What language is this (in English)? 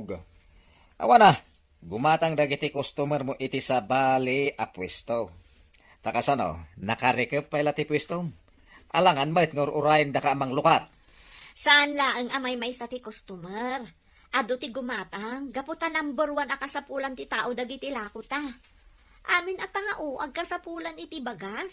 Iloko